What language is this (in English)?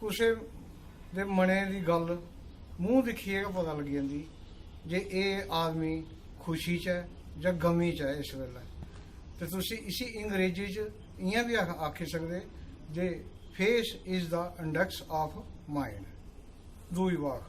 Dogri